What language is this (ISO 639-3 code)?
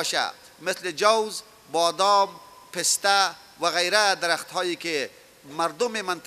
pus